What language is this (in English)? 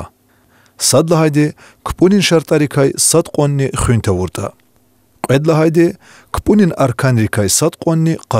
Lezghian